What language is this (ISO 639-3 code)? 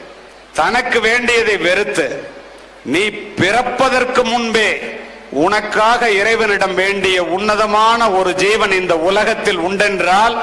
tam